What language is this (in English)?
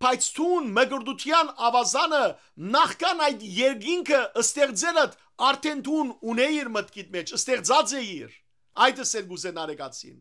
Western Armenian